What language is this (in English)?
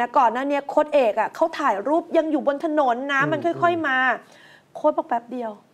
Thai